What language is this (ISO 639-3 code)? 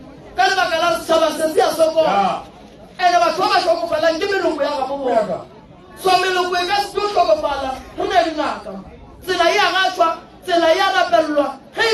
nso